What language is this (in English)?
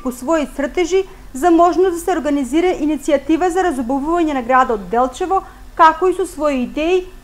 Macedonian